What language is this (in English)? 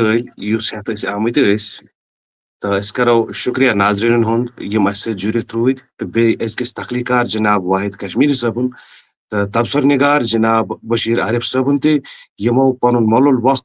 Kashmiri